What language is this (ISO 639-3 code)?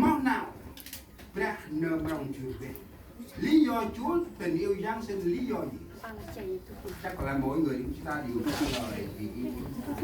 cmo